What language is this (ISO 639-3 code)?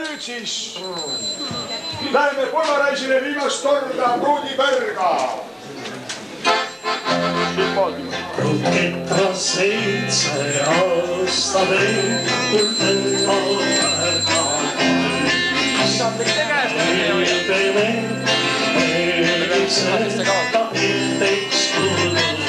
est